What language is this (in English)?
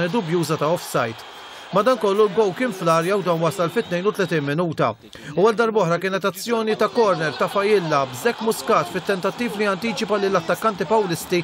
Maltese